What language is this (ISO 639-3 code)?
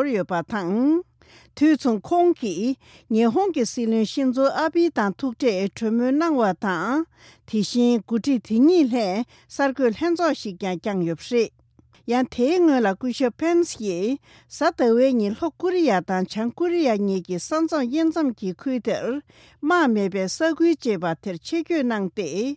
bod